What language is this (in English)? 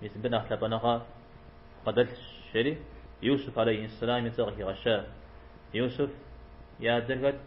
Kabardian